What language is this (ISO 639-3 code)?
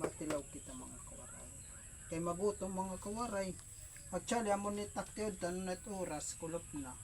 war